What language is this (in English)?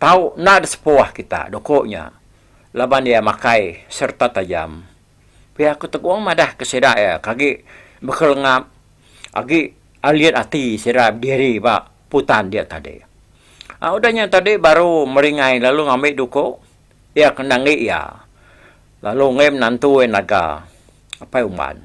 Iban